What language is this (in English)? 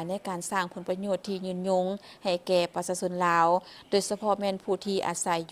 Lao